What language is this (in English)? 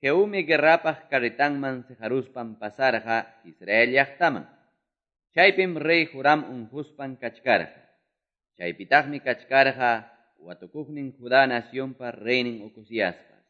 Quechua